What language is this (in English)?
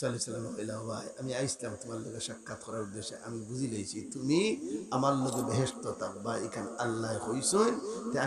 Sylheti